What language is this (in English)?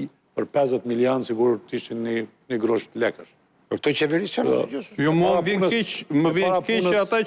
Albanian